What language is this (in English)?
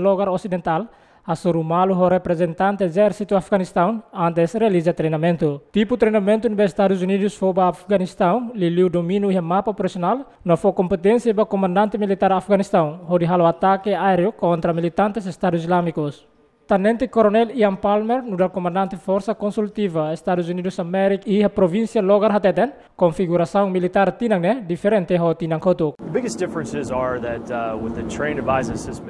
Tetum